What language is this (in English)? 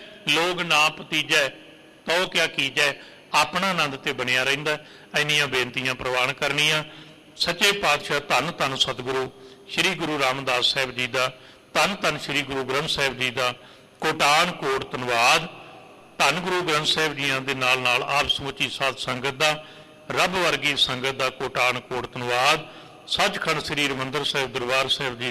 Punjabi